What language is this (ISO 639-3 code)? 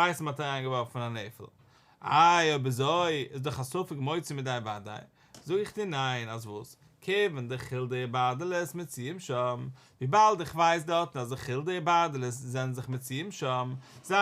yid